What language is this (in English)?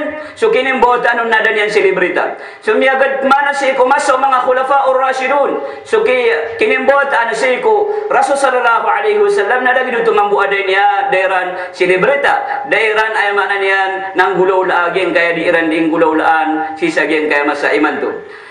Maranao